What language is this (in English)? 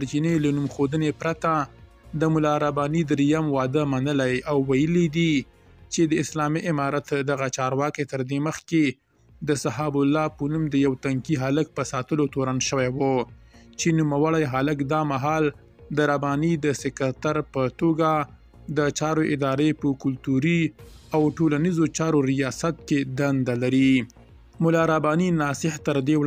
Pashto